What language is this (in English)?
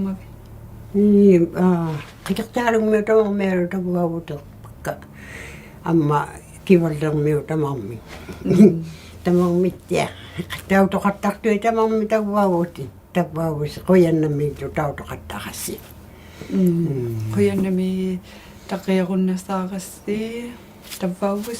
Inuktitut